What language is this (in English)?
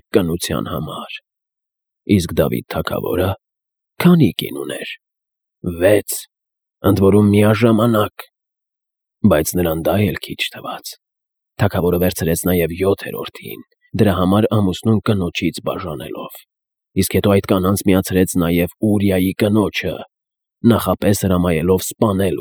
Armenian